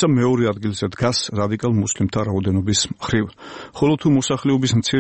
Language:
Georgian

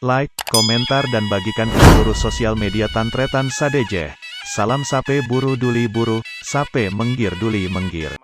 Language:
Madurese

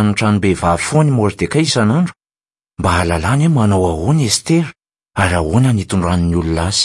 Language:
Malagasy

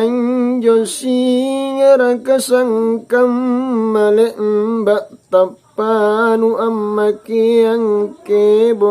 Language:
Makasar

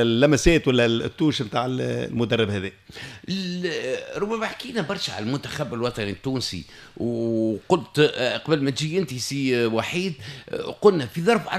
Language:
Tunisian Arabic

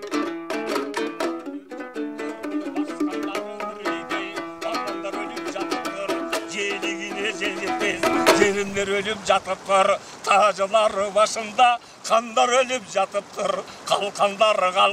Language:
Kazakh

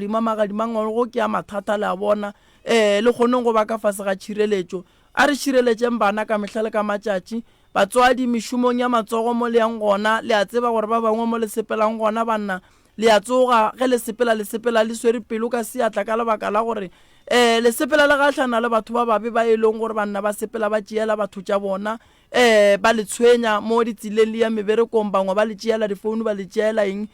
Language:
Northern Sotho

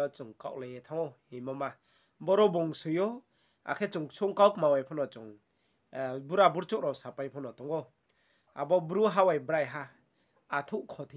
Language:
Riang (India)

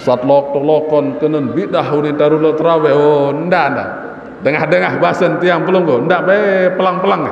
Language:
Sasak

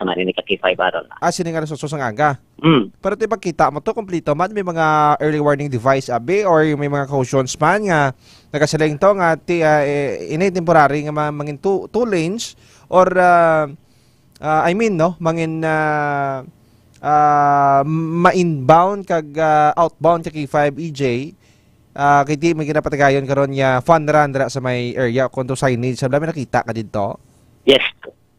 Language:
Hiligaynon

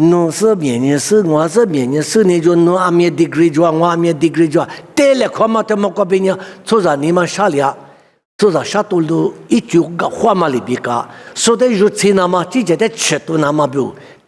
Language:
Lisu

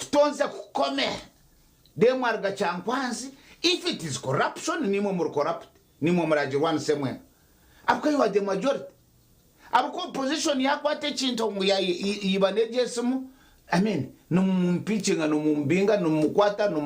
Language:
Nyankole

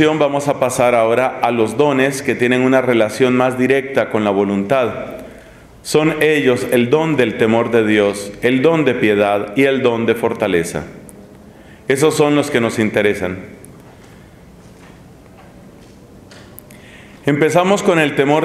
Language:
Spanish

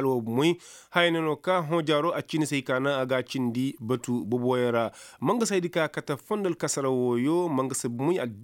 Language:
Koyraboro Senni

